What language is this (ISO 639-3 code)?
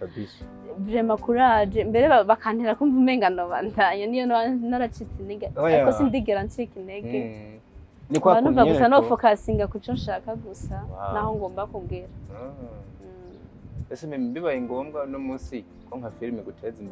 run